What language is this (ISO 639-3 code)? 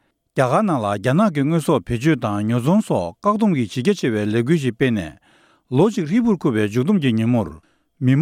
bod